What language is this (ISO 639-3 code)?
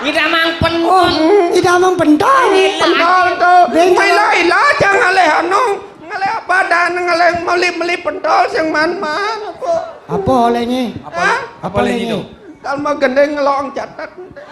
ban